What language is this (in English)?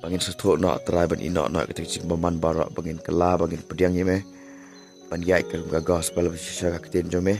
Khasi